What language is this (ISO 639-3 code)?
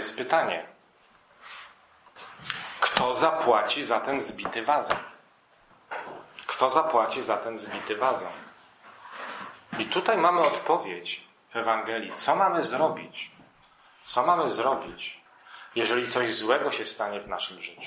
pol